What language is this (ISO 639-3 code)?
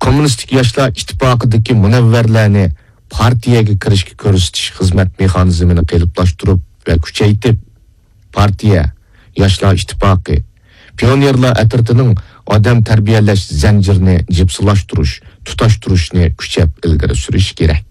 uig